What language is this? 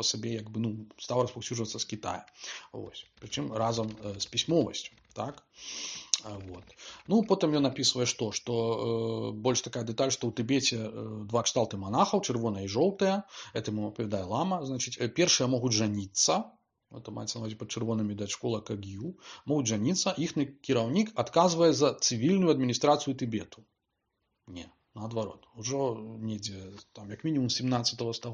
Belarusian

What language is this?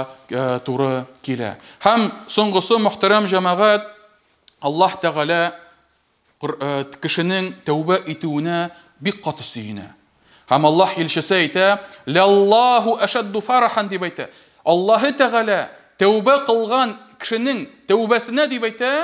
Tatar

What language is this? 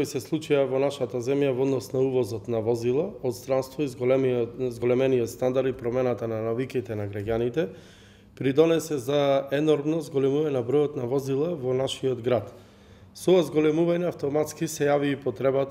Macedonian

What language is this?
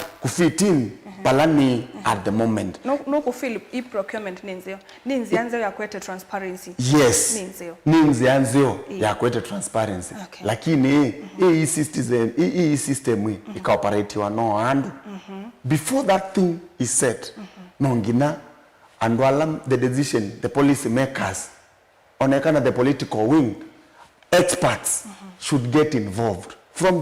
Kamba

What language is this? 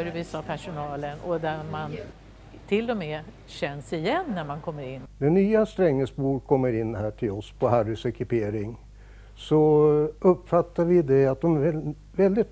Swedish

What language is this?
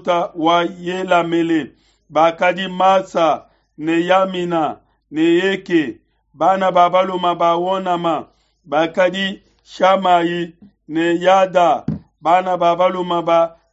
Luba-Lulua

